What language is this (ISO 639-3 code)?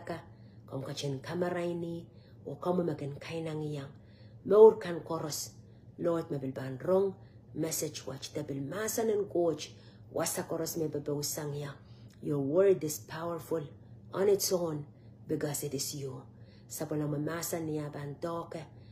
pon